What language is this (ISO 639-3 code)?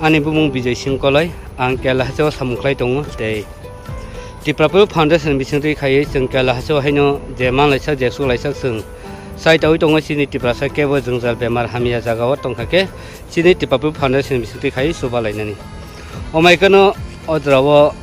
trp